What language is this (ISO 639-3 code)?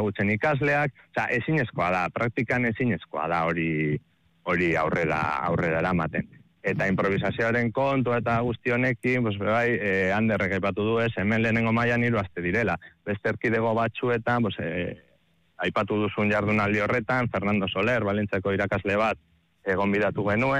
eus